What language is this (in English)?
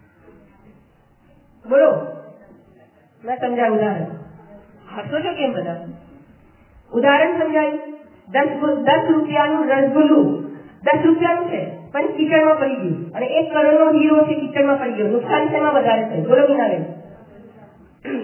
Gujarati